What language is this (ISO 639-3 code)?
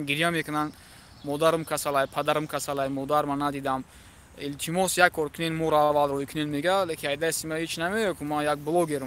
tgk